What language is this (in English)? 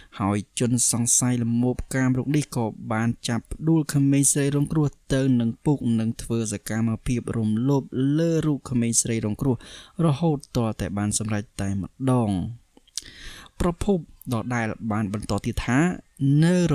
Khmer